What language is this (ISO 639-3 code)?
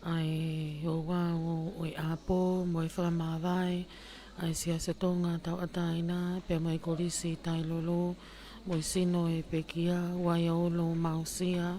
ton